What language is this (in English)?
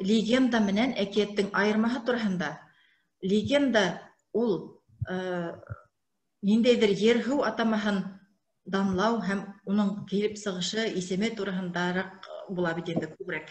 Bashkir